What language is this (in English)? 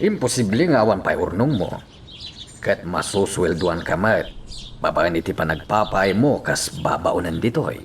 Iloko